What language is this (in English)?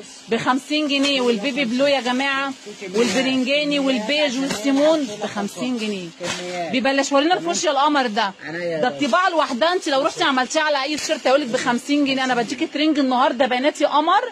Egyptian Arabic